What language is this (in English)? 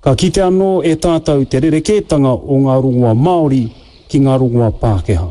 Māori